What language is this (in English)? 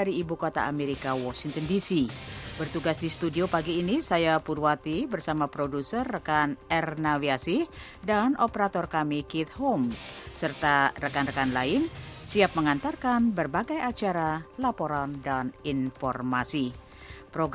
Indonesian